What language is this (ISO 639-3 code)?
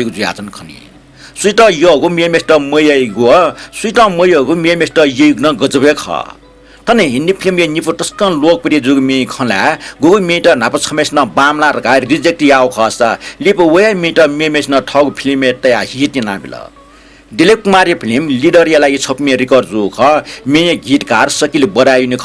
new